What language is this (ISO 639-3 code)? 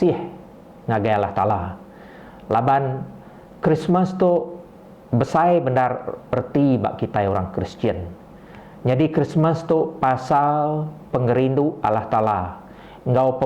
iba